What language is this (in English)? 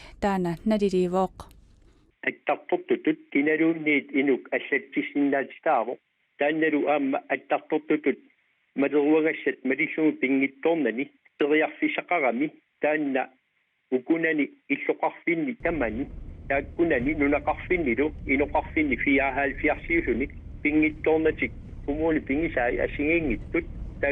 Kalaallisut